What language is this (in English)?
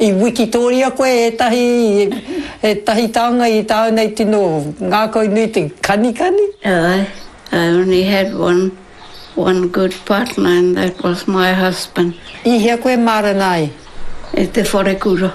Māori